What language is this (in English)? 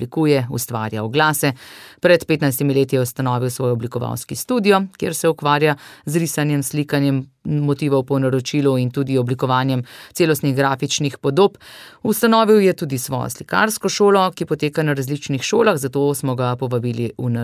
Slovenian